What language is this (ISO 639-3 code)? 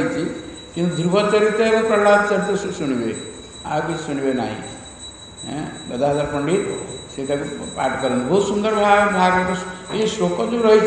ori